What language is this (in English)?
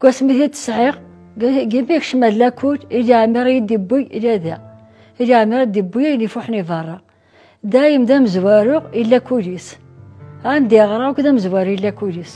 Kabyle